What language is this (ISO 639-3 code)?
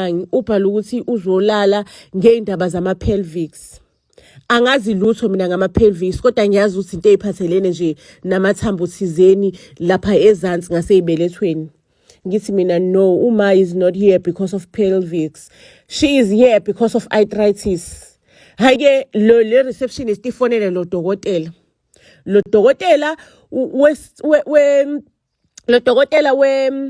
zul